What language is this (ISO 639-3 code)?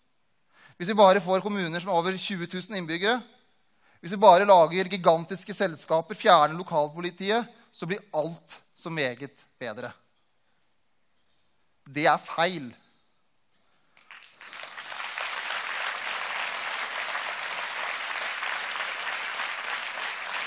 nor